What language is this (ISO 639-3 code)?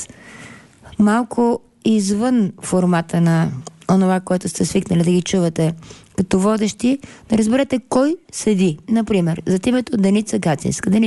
bul